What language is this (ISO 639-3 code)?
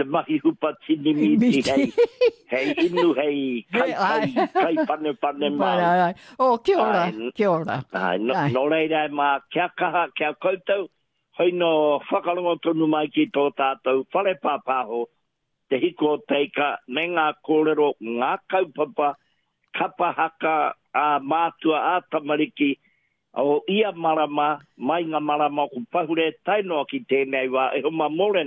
mri